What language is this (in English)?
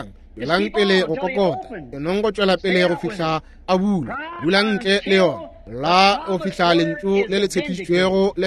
Northern Sotho